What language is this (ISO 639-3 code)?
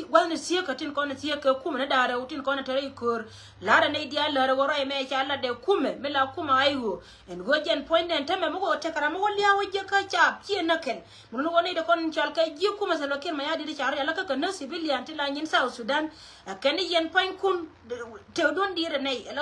nus